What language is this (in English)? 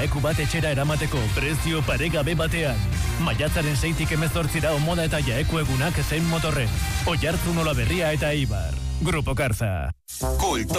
Basque